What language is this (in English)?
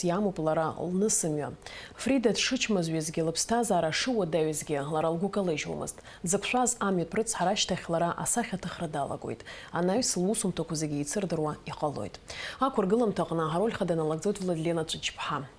Abkhazian